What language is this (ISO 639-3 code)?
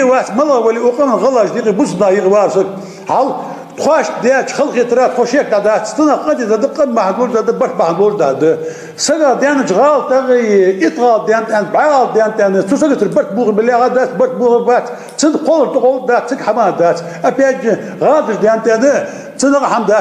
inh